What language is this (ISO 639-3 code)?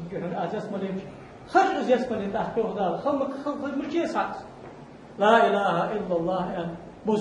inh